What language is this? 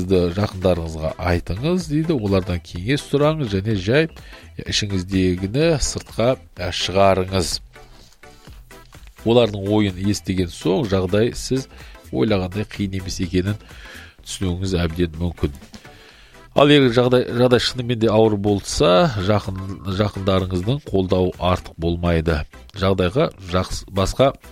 Kazakh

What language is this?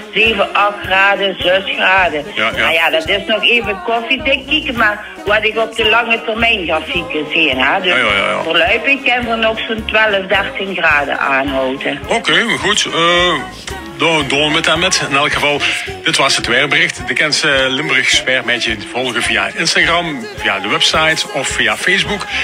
Limburgish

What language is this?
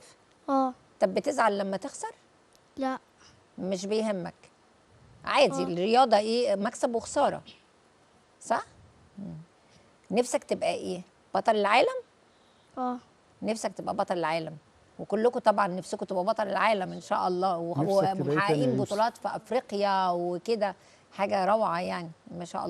Egyptian Arabic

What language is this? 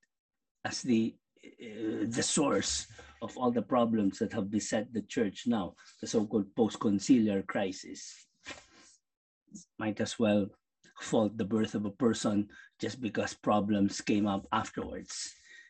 English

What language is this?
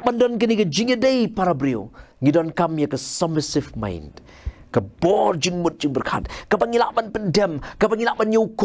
Khasi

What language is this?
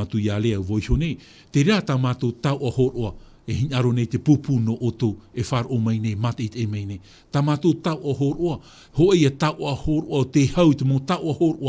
Tahitian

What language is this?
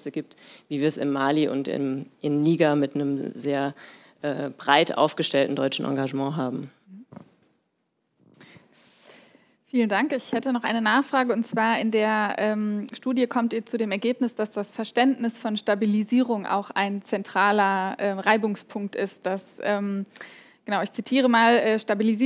German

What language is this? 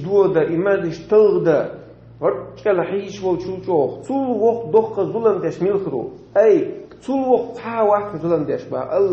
Chechen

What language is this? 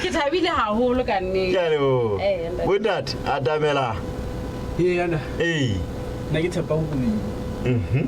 Southern Sotho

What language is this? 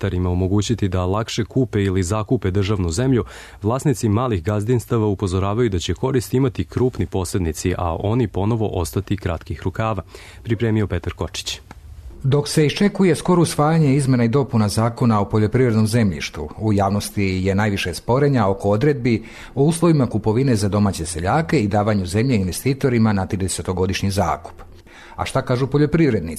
Serbian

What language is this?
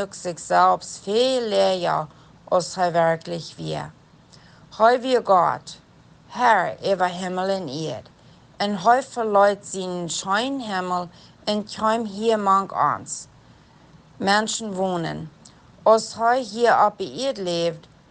Plautdietsch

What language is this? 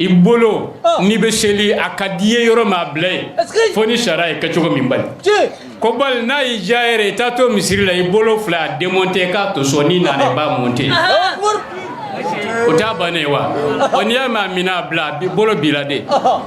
Bambara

